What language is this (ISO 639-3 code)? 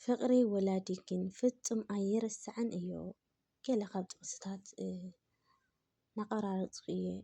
tir